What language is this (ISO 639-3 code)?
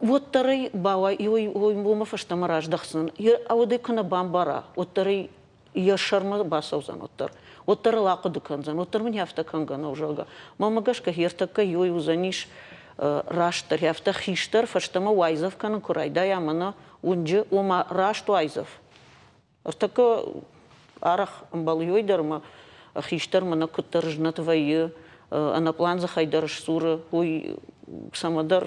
oss